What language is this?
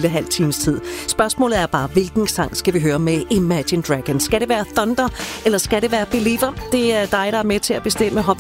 Danish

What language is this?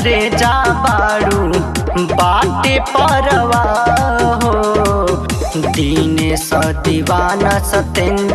Bhojpuri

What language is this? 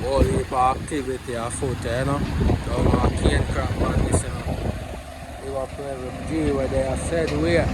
Jamaican Creole English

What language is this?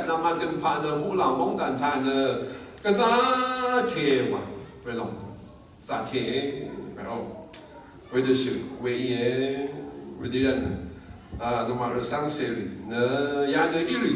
Rawang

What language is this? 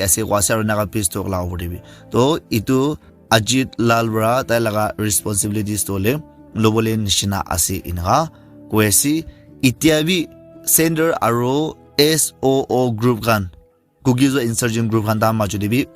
Naga Pidgin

